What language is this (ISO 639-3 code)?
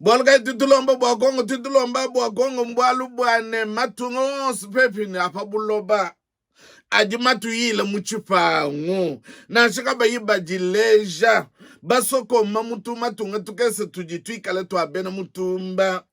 lua